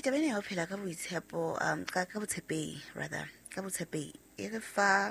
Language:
Southern Sotho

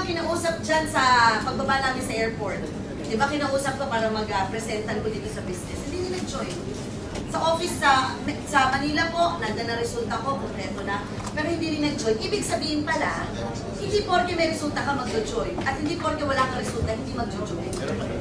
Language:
Filipino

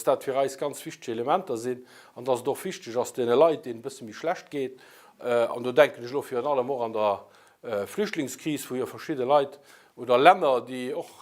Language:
Luxembourgish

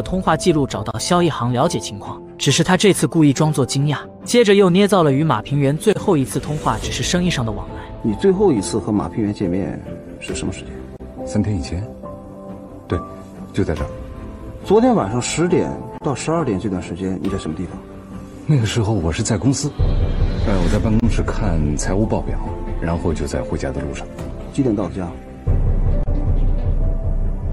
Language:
Chinese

